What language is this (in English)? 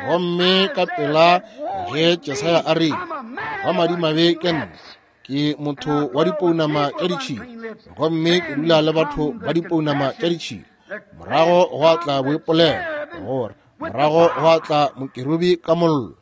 Northern Sotho